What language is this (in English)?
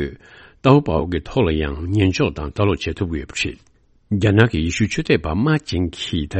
Tibetan